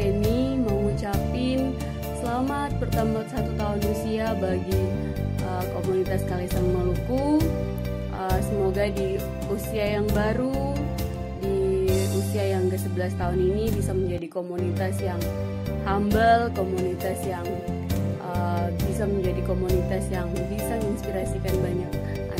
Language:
Ambonese Malay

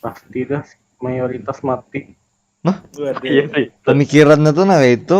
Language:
Banjar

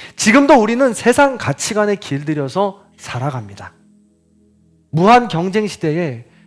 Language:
Korean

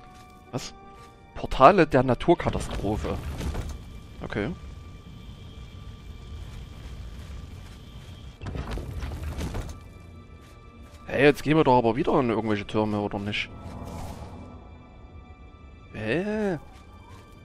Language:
German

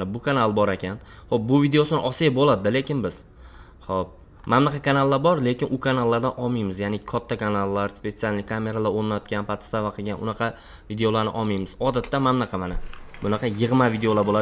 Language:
Uzbek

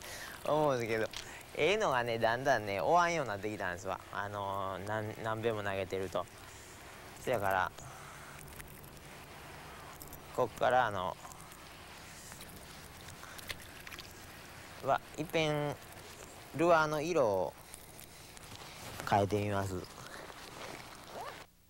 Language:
Japanese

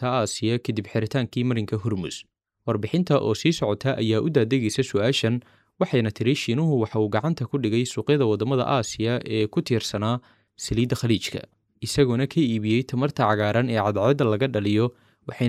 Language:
Somali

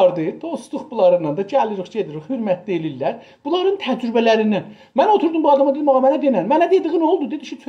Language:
South Azerbaijani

